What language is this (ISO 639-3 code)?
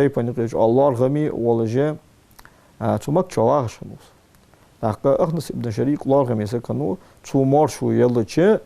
inh